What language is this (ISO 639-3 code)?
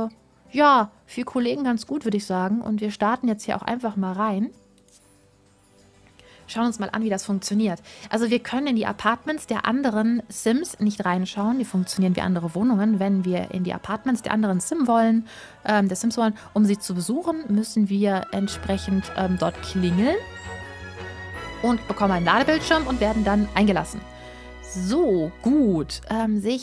deu